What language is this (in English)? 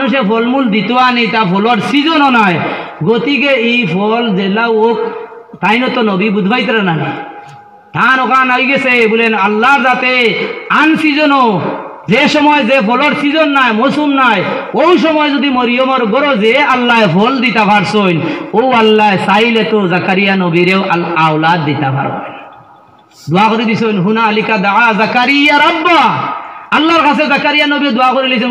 Sylheti